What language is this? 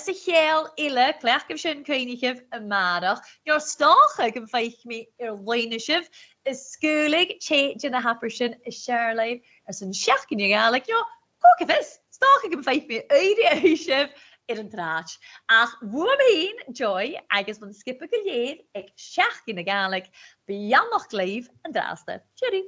Scottish Gaelic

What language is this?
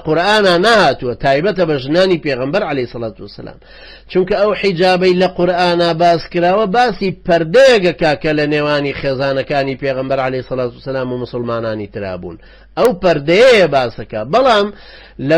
Central Kurdish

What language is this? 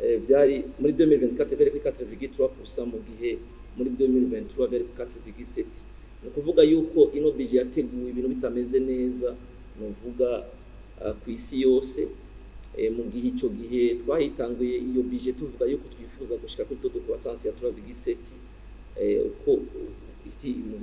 Rundi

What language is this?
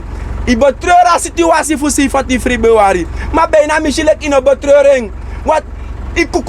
Sranan Tongo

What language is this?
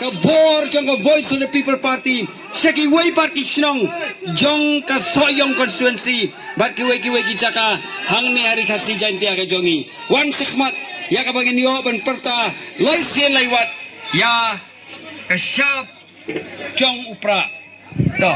Khasi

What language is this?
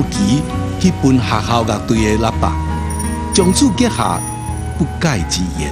Min Nan Chinese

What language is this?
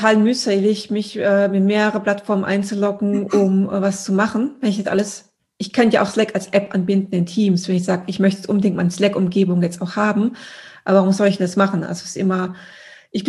German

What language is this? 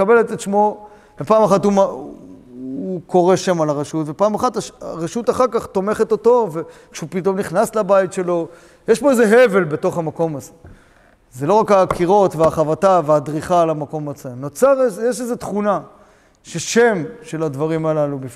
Hebrew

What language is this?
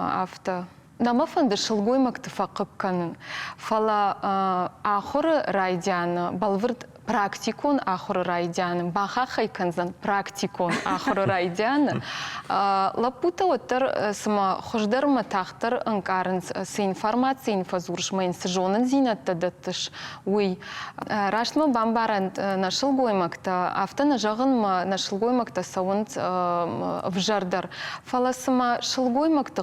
Ossetic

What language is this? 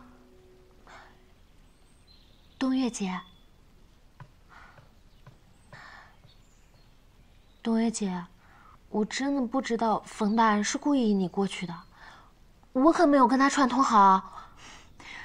Chinese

